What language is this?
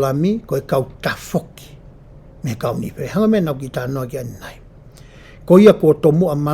Tongan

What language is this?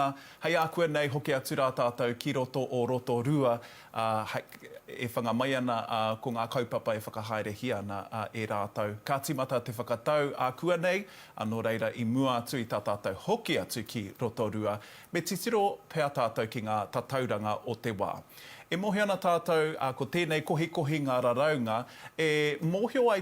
Māori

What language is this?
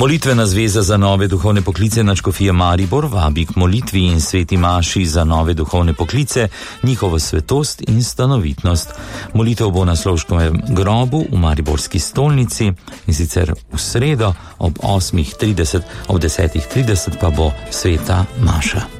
Slovenian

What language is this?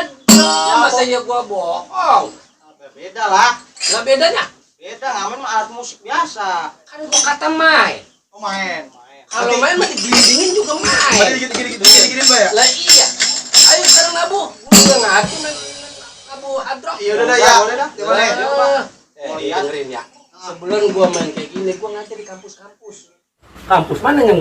Betawi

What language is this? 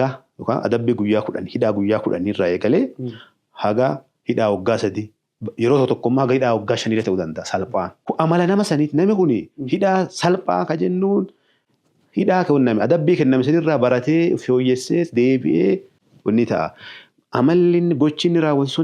Oromo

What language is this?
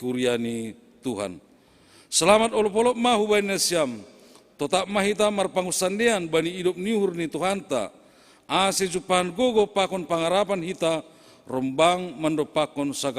Batak Simalungun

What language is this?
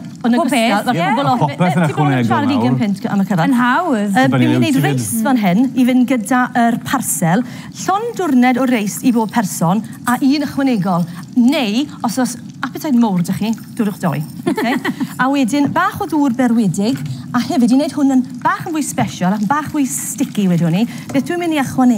Welsh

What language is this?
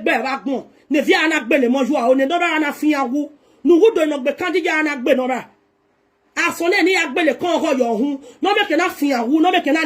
Nigerian Pidgin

